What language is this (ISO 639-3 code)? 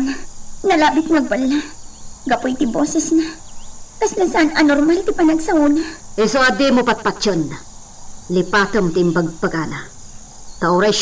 ilo